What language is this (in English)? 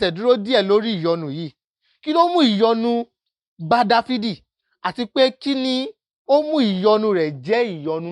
Yoruba